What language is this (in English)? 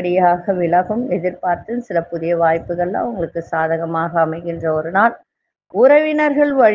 Tamil